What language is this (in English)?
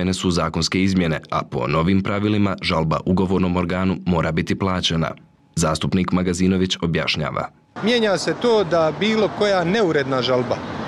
Serbian